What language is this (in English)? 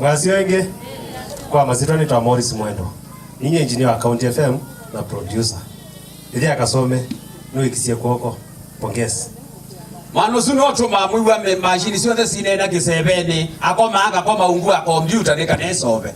Kamba